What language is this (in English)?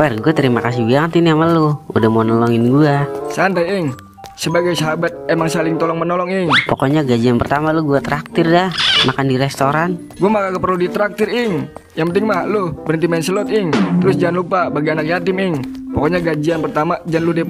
Betawi